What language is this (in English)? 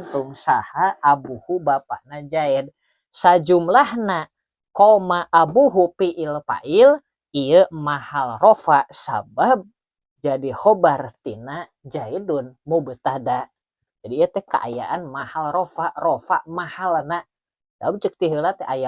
Sundanese